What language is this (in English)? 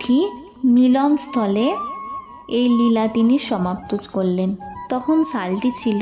Bangla